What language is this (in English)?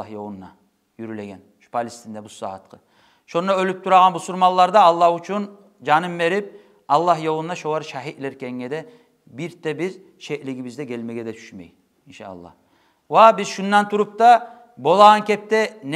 Kumyk